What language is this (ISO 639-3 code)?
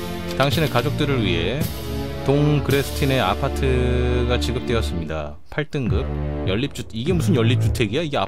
kor